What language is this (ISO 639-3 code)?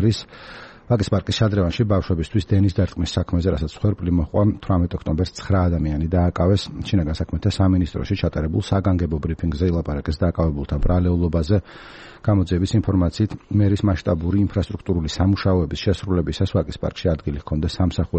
kat